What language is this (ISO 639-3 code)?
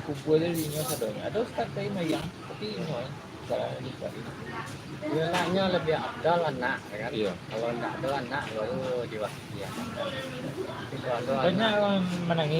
min